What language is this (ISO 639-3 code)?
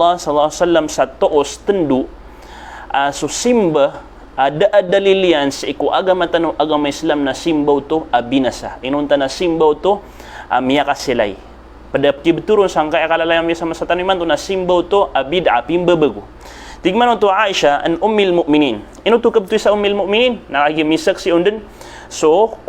mrw